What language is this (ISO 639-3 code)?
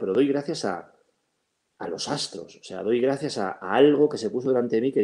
spa